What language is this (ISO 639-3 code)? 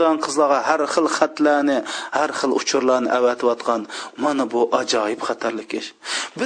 uig